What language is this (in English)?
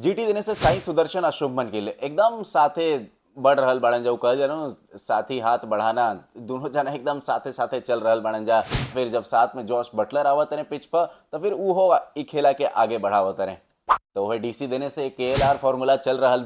Bhojpuri